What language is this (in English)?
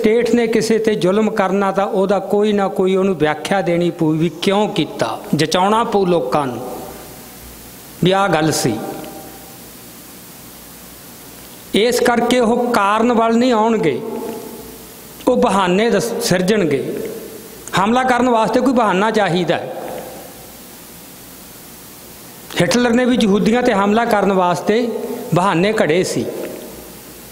Punjabi